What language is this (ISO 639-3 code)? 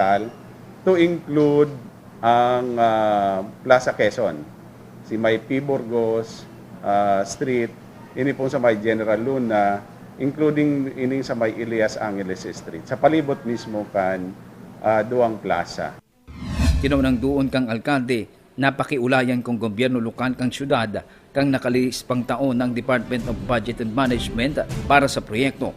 bik